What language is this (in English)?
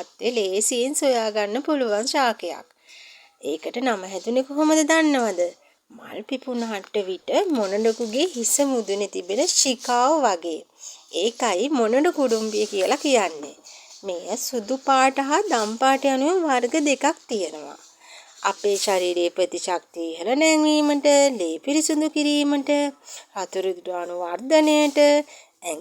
Sinhala